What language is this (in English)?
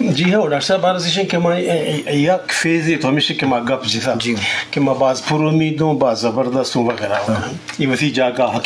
Eastern Balochi